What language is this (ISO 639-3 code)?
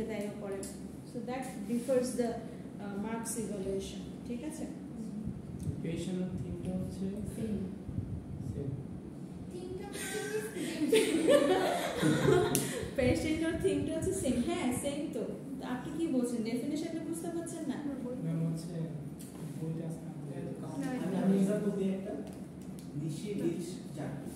ben